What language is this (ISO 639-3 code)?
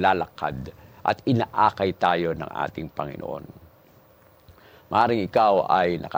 fil